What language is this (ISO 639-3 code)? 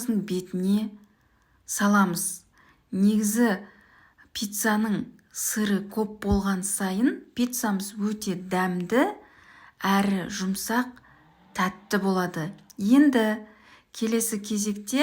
kaz